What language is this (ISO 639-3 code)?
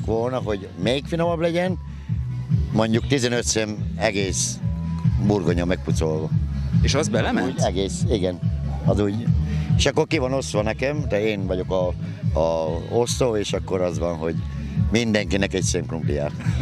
hun